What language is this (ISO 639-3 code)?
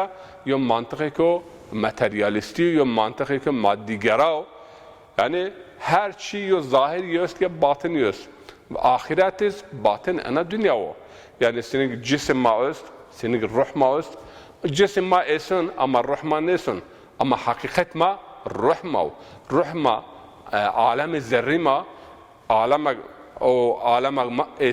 zza